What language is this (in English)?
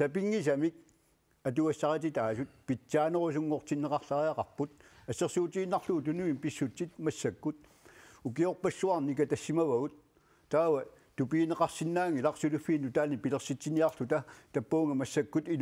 Kalaallisut